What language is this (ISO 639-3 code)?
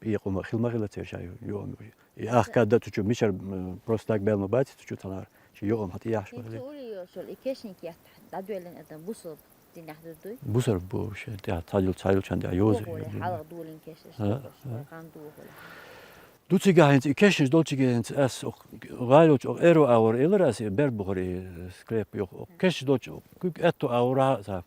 che